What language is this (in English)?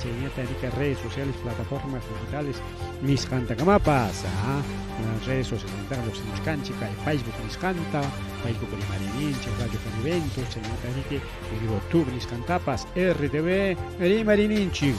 Ayacucho Quechua